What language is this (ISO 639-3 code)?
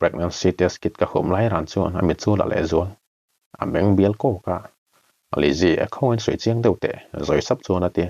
lus